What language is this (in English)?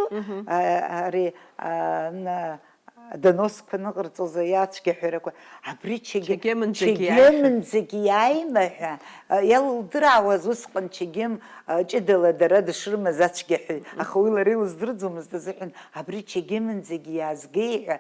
Abkhazian